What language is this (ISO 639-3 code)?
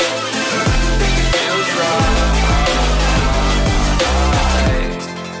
eng